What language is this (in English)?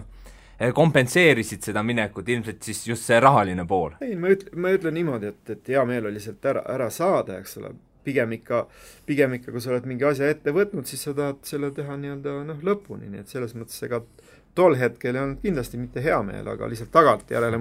Estonian